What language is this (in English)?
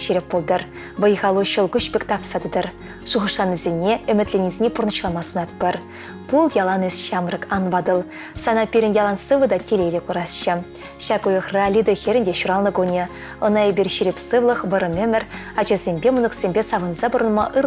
Chuvash